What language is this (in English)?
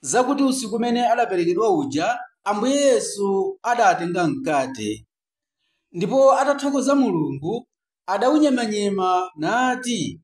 Nyanja